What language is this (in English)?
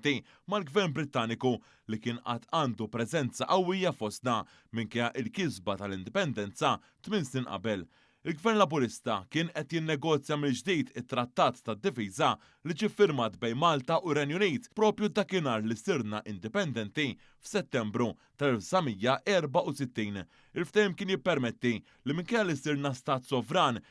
Maltese